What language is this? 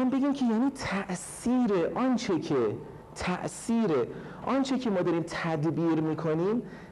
Persian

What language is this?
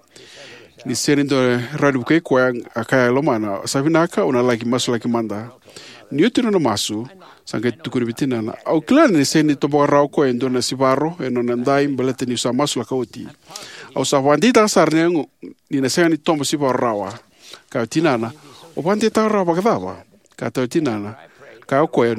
Fijian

